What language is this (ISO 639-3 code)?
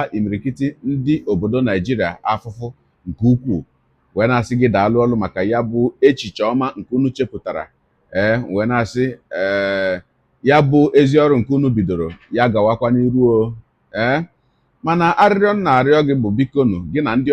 ibo